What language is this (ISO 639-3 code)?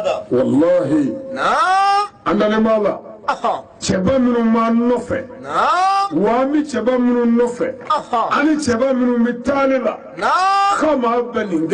bam